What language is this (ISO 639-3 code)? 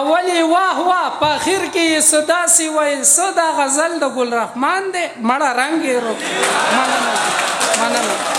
pus